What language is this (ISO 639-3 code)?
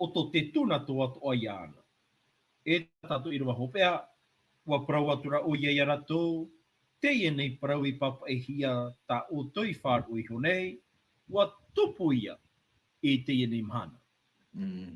tah